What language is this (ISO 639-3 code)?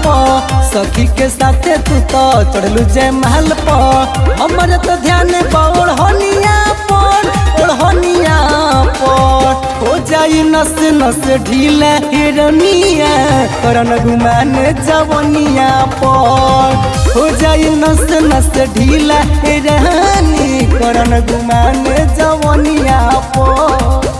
bho